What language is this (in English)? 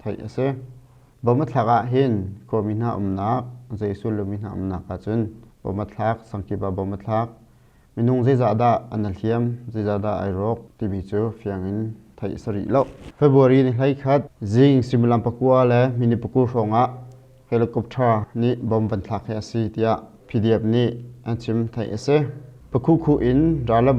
Hakha Chin